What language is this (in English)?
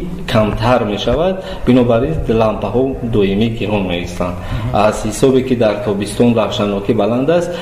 Tajik